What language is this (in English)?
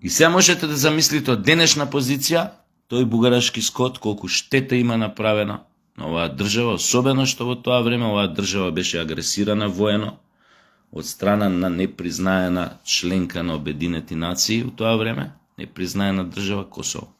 Macedonian